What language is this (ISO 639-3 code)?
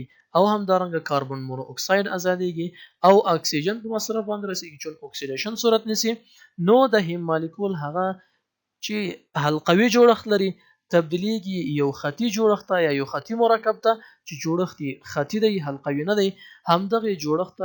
pus